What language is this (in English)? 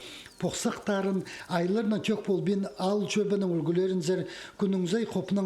Khakas